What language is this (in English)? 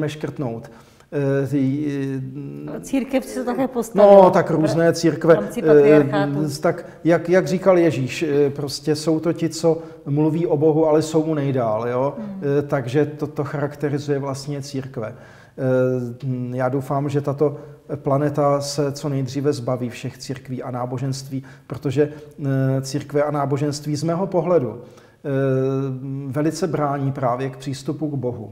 Czech